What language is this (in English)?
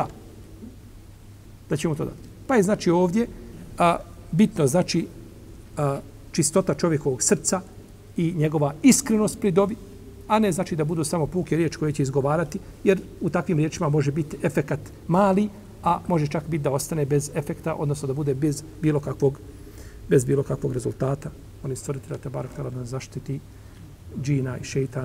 Bosnian